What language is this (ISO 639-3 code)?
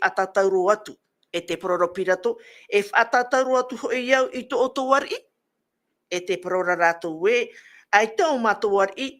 tah